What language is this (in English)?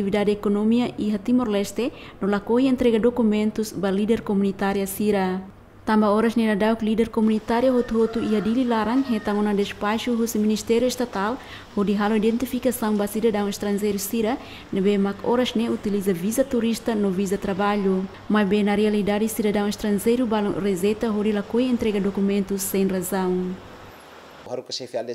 Tetum